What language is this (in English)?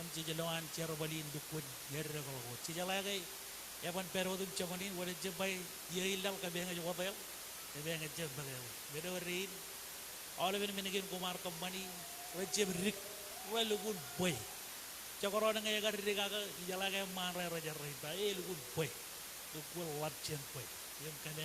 Marshallese